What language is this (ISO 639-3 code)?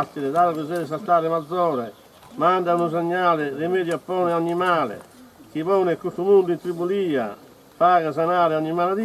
srd